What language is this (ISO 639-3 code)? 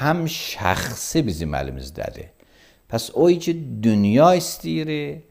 aze